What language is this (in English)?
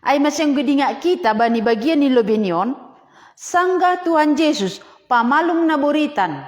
Batak Simalungun